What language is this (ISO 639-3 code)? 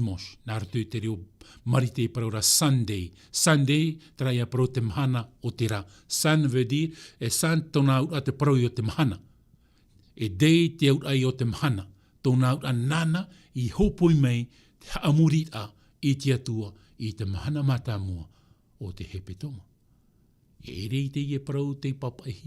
tah